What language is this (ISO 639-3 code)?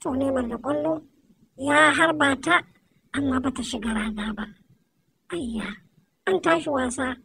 hau